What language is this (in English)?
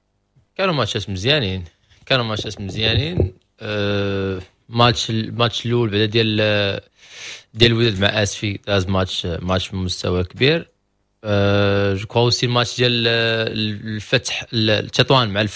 Moroccan Arabic